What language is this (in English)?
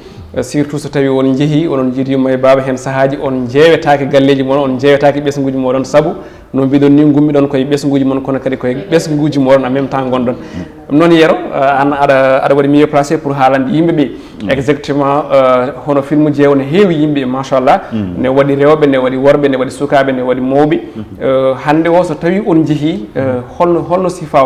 Fula